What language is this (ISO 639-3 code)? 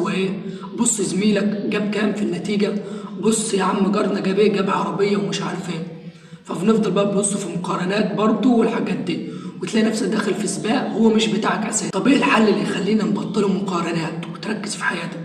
arz